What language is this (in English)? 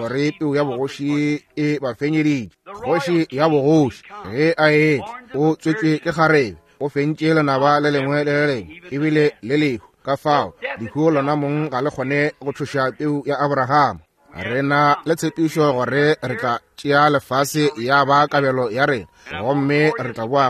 Northern Sotho